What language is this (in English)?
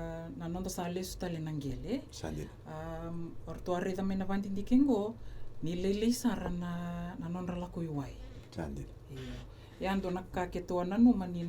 Fijian